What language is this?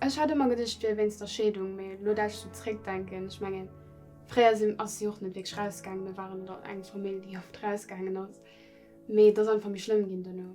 Luxembourgish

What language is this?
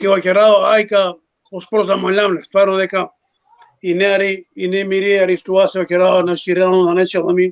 Balkan Romani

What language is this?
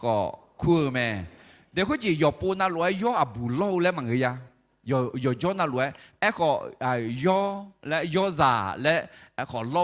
Akha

